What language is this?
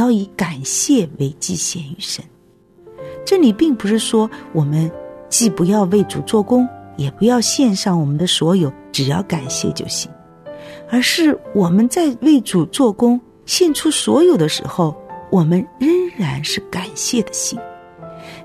Chinese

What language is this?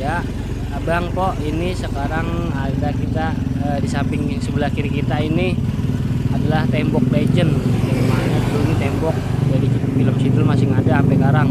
Betawi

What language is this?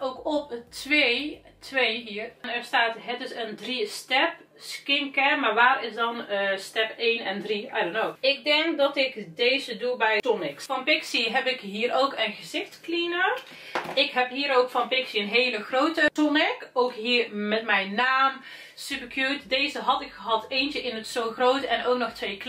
Dutch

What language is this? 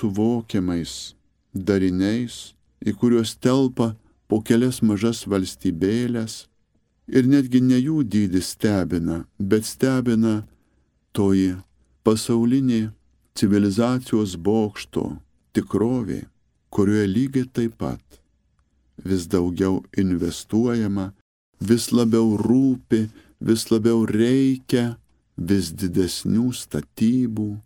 Lithuanian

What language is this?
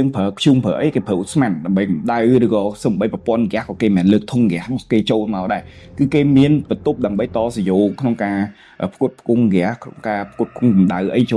Khmer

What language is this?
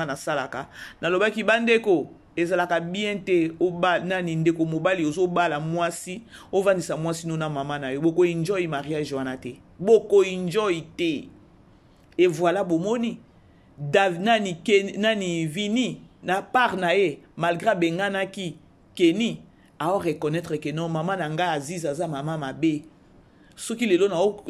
Lingala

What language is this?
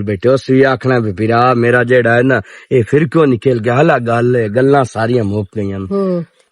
Western Panjabi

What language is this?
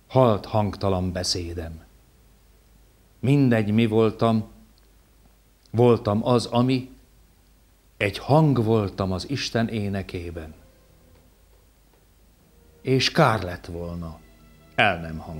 Hungarian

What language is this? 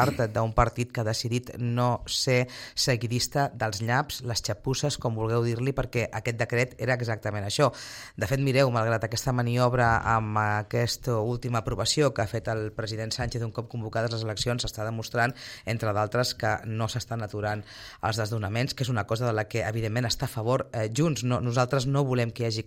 Catalan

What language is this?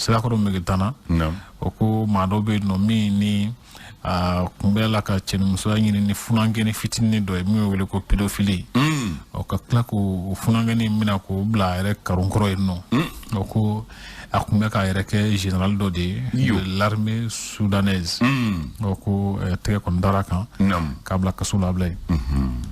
Bambara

